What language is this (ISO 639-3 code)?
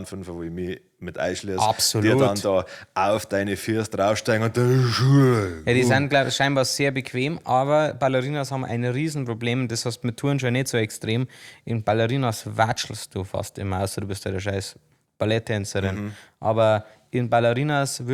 bar